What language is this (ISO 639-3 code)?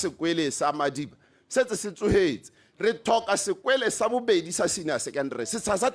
tsn